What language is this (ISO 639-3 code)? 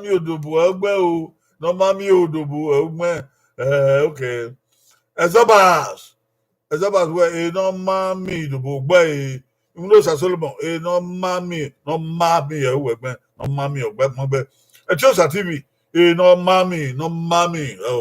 bin